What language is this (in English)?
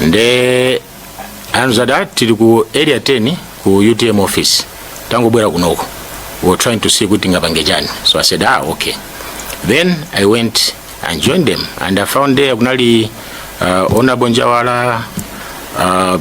Nyanja